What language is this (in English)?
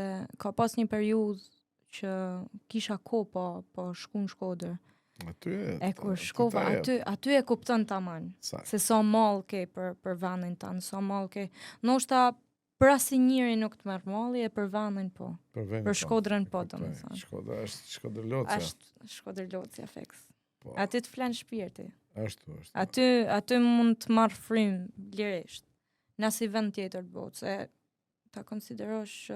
Albanian